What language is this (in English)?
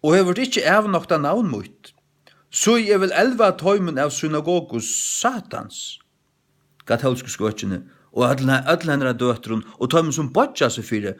Faroese